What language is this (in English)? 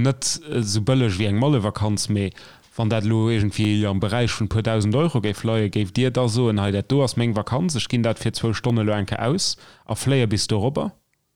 Luxembourgish